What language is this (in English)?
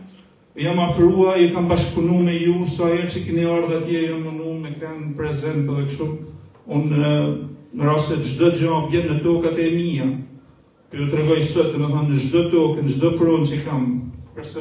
Albanian